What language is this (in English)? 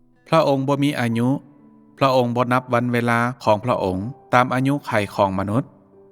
Lao